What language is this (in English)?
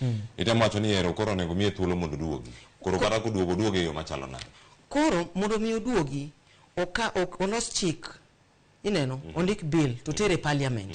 Luo (Kenya and Tanzania)